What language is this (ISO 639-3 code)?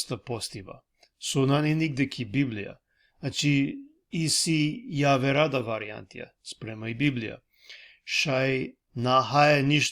rmn